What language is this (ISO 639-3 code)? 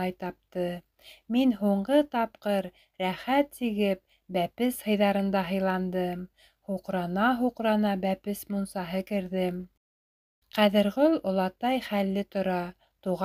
bak